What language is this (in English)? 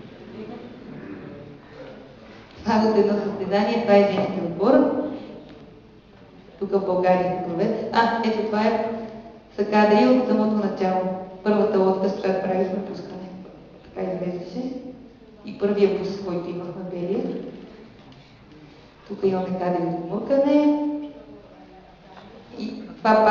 Bulgarian